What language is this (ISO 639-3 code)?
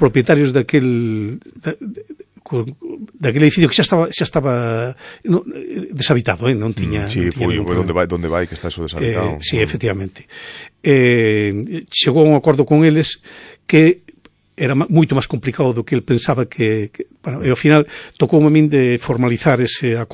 glg